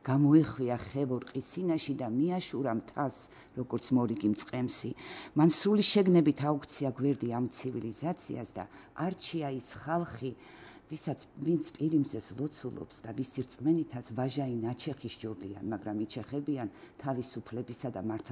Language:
Georgian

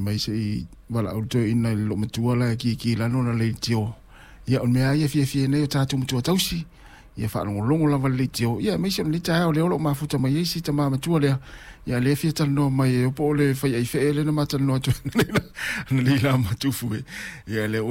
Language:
Samoan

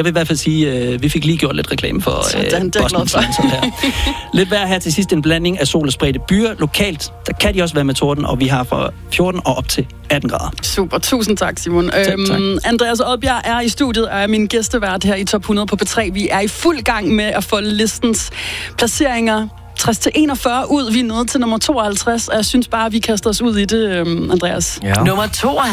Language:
Danish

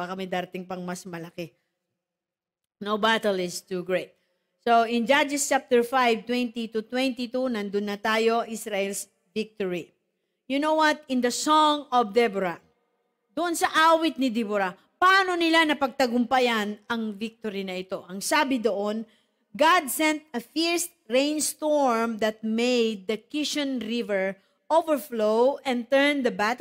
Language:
Filipino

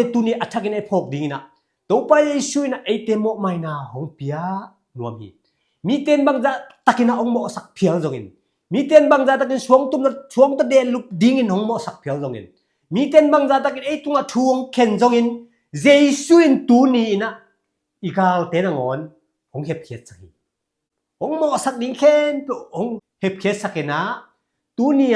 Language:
Tedim Chin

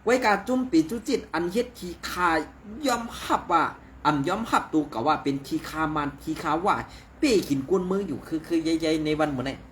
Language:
Shan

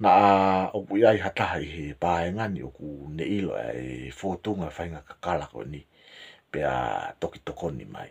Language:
Tongan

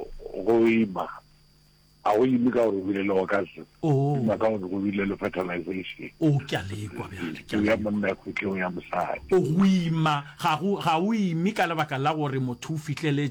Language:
Northern Sotho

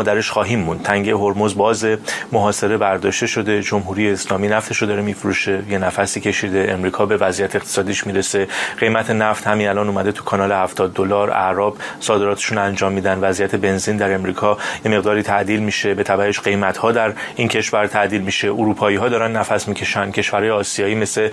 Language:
Persian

